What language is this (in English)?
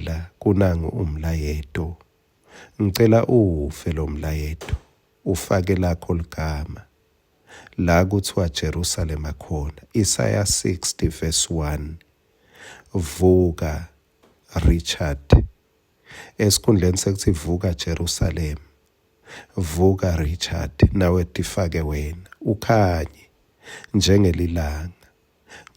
Swati